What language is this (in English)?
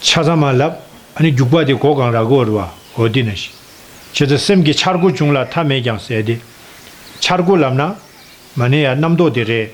Tibetan